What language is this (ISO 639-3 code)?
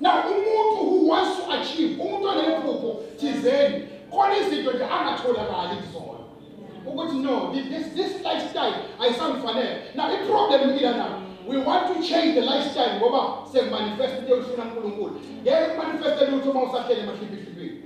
zul